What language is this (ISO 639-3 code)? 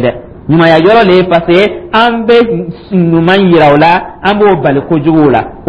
dyu